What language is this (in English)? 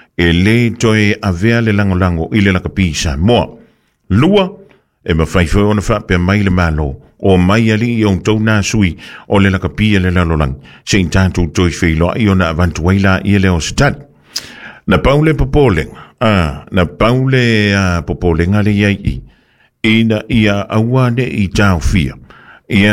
Samoan